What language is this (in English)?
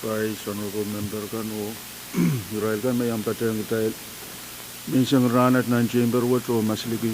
Pohnpeian